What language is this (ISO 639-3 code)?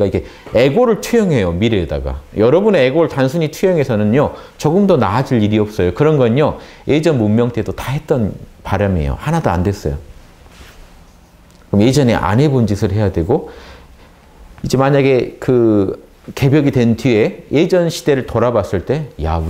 kor